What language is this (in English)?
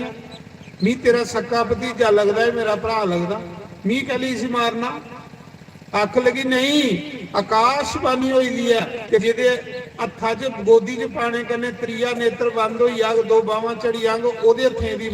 Dogri